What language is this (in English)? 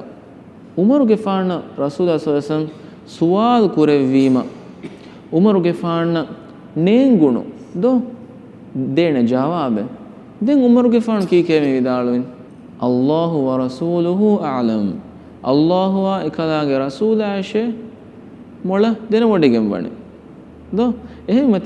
Divehi